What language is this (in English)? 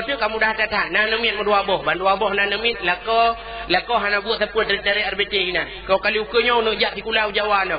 Achinese